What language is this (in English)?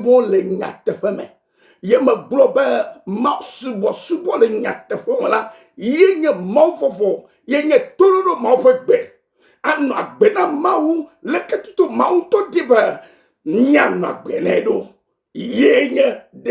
Ewe